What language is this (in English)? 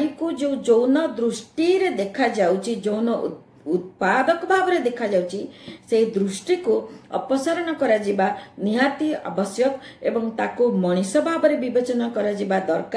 Odia